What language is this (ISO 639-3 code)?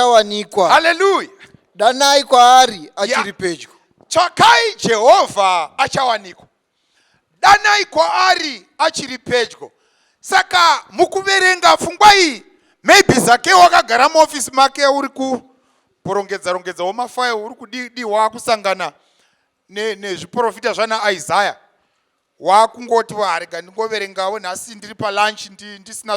sna